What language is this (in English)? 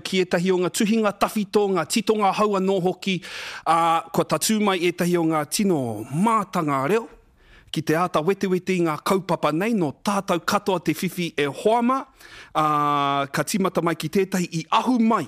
Māori